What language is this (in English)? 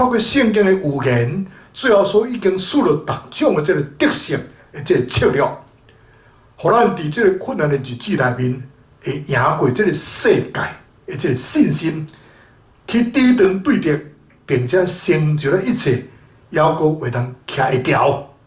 Min Nan Chinese